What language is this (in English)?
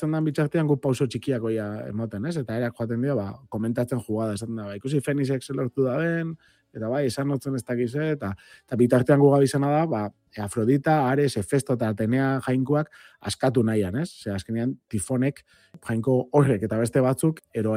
Basque